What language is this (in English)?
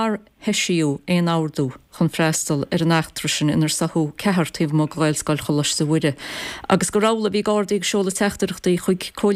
Irish